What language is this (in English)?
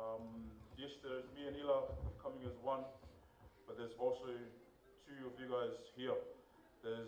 Tongan